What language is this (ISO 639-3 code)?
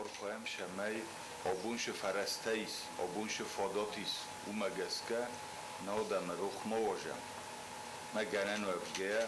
oss